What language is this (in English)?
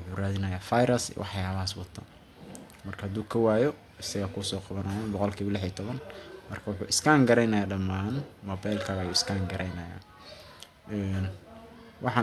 Somali